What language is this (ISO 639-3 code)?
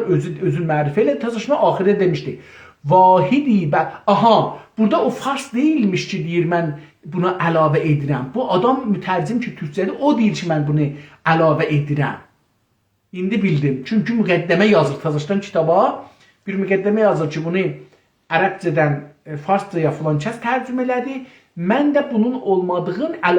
azb